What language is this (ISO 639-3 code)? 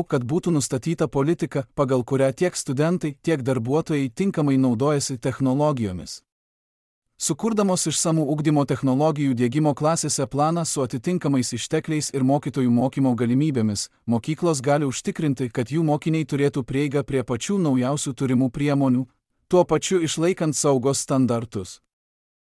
lit